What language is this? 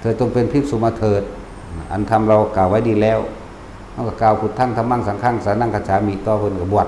Northeastern Thai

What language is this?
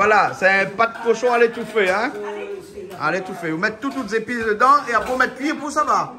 Réunion Creole French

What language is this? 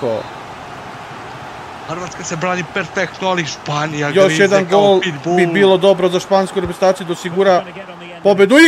Serbian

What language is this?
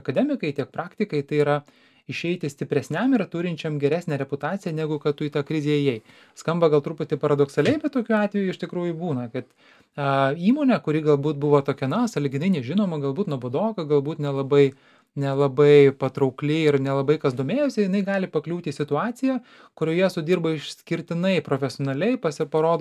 Lithuanian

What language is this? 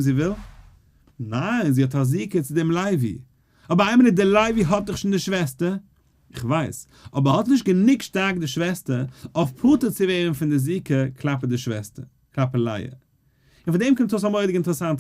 Yiddish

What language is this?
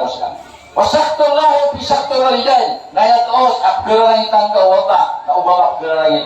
Maranao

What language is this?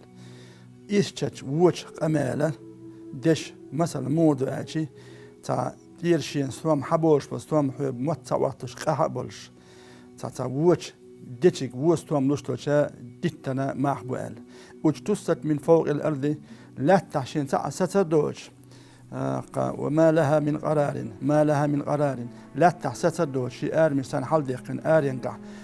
Chechen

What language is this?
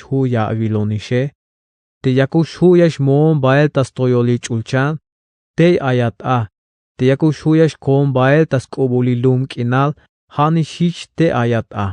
Tzeltal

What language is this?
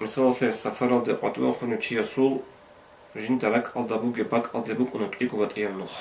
Avaric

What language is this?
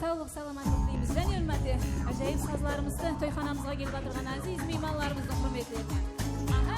Kara-Kalpak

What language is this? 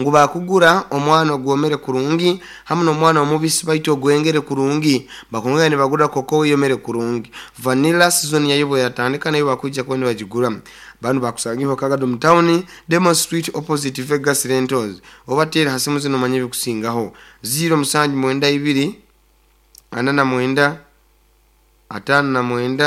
Nyoro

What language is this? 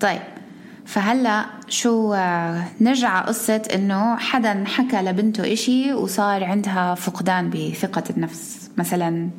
North Levantine Arabic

